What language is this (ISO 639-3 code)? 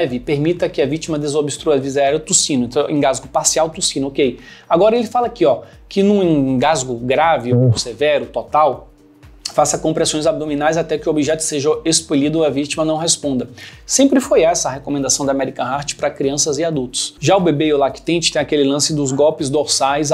por